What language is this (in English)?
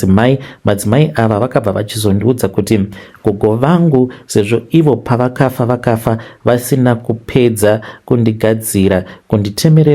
Shona